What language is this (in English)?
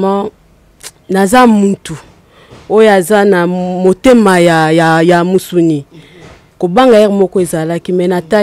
Lingala